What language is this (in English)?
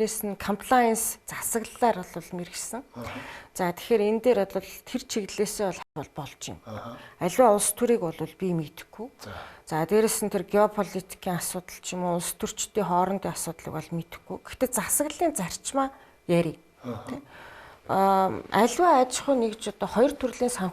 Mongolian